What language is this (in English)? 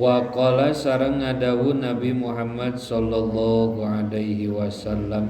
Sundanese